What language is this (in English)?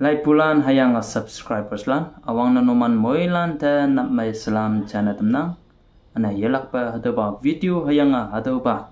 Konyak Naga